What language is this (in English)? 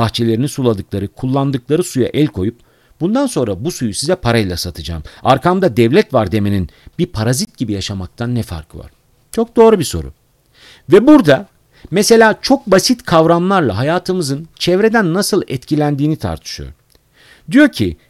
Turkish